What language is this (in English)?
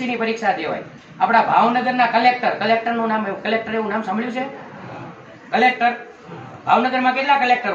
Gujarati